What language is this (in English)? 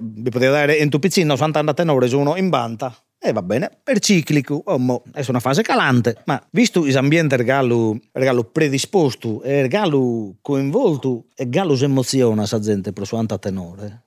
Sardinian